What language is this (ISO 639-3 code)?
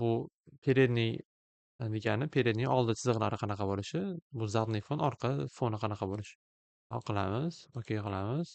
uzb